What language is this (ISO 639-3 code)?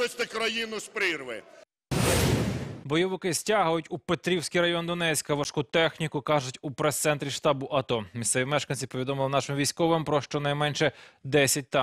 ukr